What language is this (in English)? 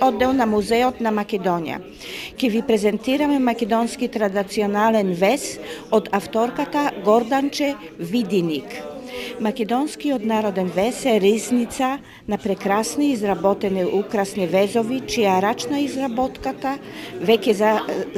Macedonian